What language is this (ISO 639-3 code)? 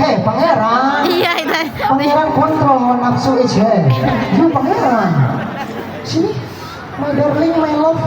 bjn